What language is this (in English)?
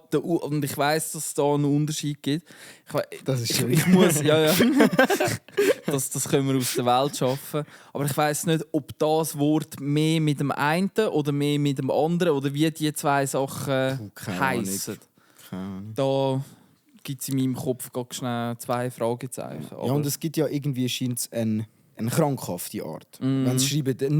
Swiss German